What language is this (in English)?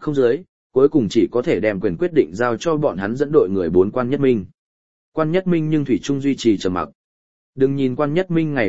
Vietnamese